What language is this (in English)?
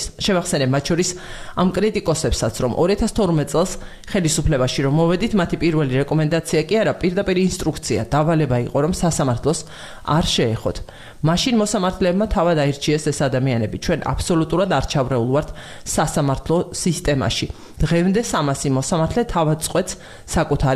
Georgian